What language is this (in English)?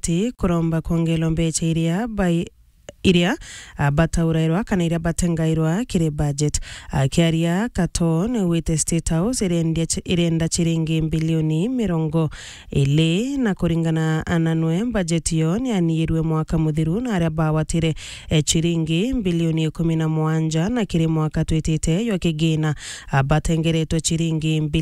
Meru